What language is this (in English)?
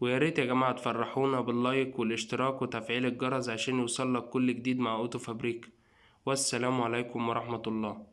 Egyptian Arabic